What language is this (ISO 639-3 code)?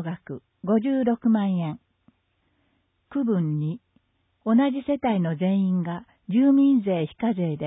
jpn